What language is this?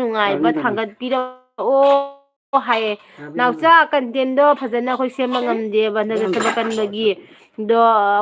Manipuri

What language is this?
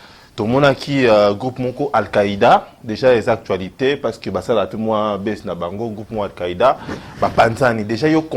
Lingala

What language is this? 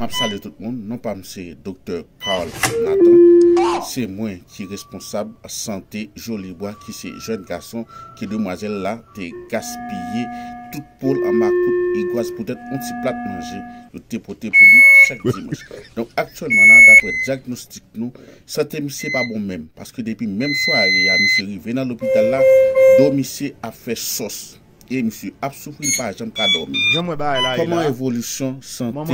Haitian Creole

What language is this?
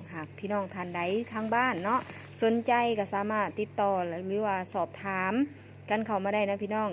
Northeastern Thai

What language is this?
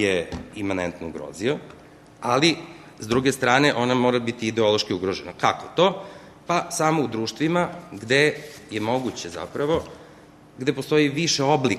Serbian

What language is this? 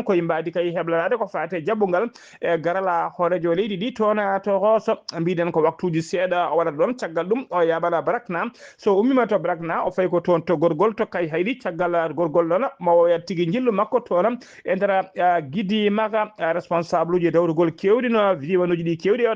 Fula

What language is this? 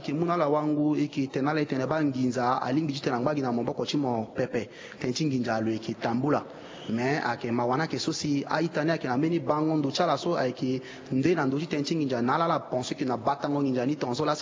Sango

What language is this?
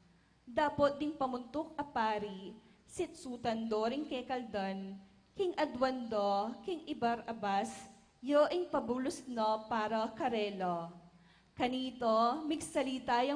Pampanga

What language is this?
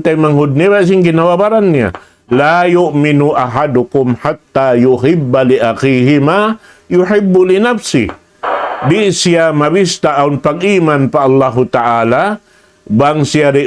Tausug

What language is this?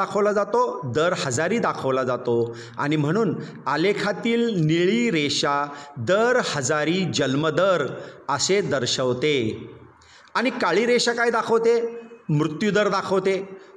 Marathi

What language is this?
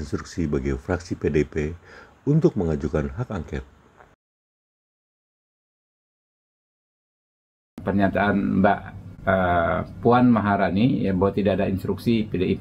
Indonesian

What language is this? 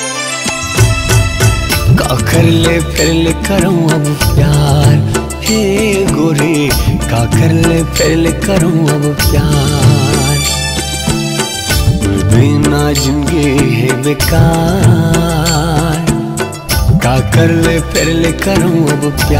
Chhattisgarhi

